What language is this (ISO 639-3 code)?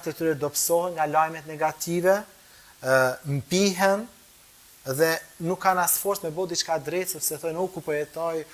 sqi